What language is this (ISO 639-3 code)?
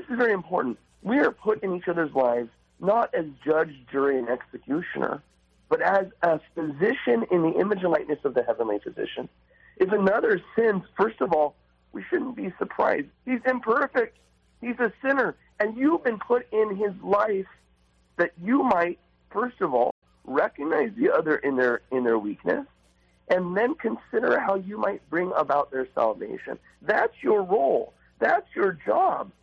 eng